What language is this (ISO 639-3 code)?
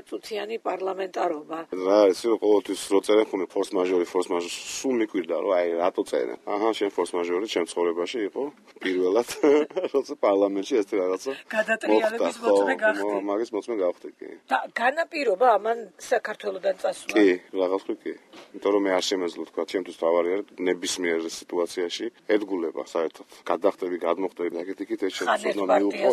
kat